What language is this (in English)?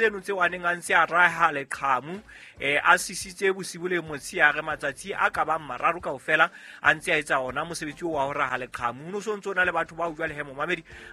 Southern Sotho